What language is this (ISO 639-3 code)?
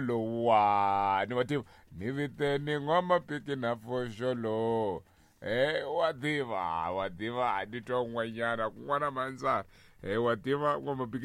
tso